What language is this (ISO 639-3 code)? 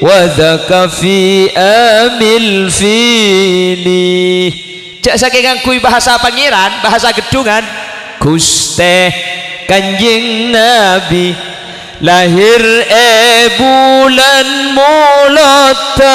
mad